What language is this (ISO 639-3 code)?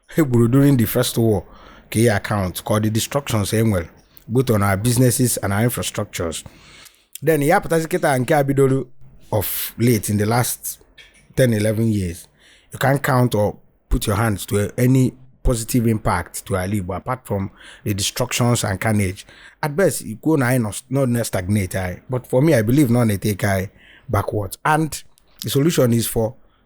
ibo